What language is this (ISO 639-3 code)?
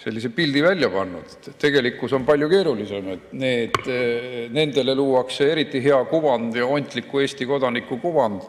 est